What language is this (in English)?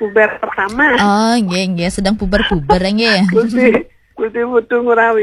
Balinese